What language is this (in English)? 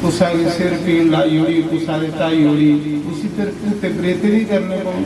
Dogri